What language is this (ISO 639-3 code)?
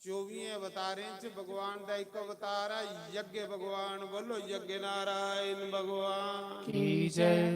doi